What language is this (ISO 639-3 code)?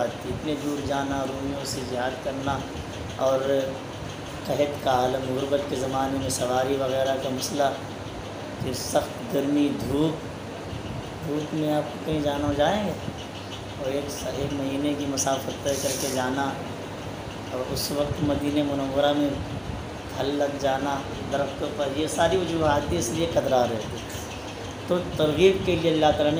urd